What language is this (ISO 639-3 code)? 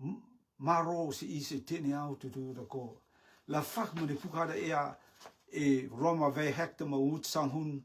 rtm